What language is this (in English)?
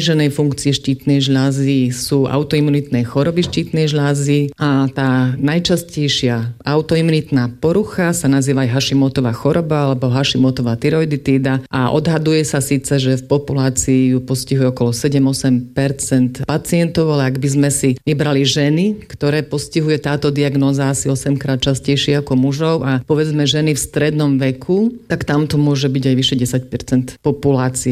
Slovak